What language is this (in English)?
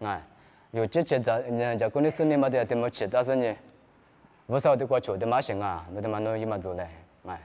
Lisu